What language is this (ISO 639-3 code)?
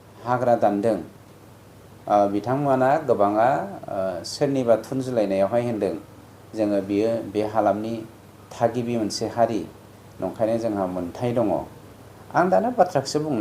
brx